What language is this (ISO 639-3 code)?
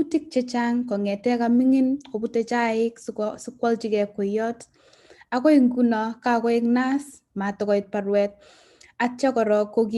kln